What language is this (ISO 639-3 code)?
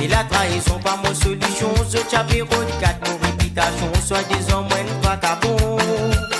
mfe